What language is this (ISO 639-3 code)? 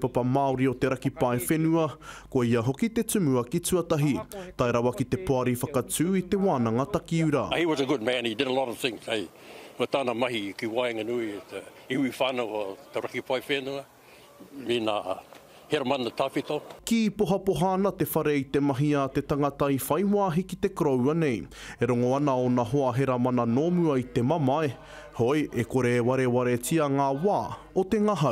mri